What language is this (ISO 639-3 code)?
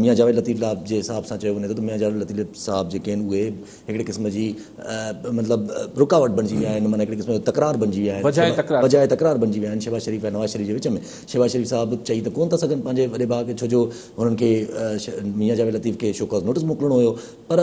snd